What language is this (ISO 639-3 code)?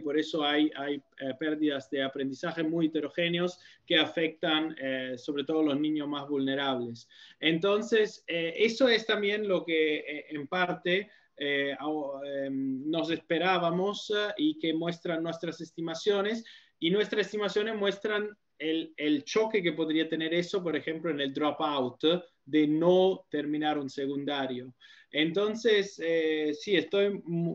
spa